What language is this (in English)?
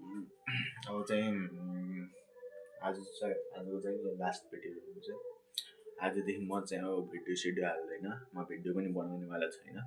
Nepali